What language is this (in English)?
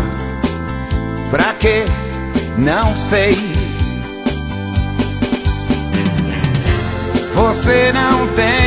Portuguese